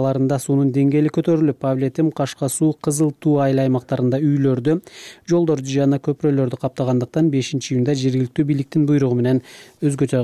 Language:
Kyrgyz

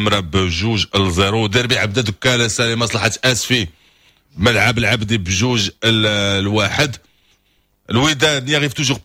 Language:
Moroccan Arabic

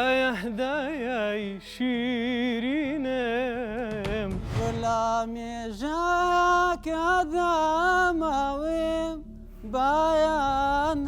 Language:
Kurdish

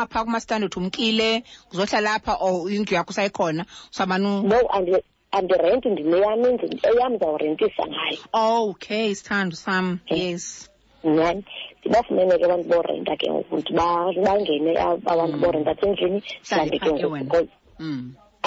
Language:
Xhosa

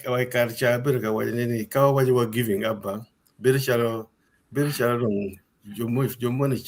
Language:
Acoli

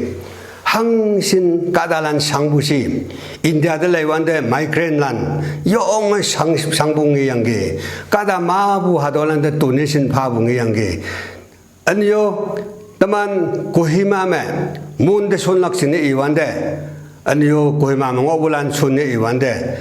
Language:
Konyak Naga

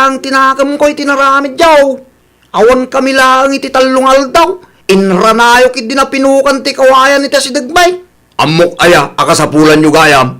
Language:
Iloko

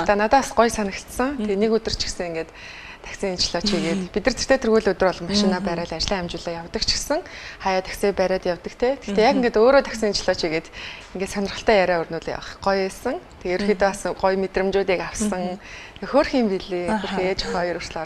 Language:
Mongolian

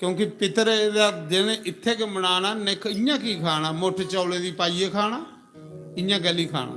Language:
Dogri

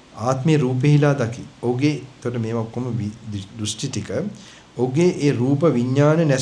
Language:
Sinhala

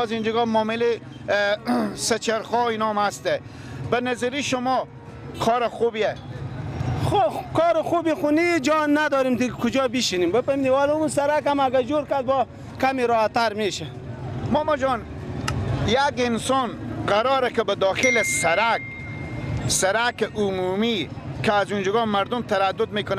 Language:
Persian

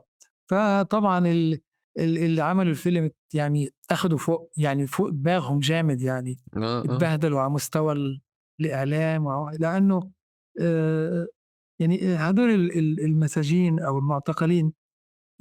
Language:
North Levantine Arabic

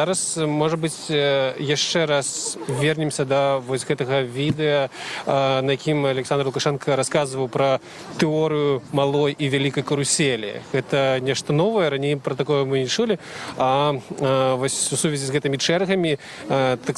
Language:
Belarusian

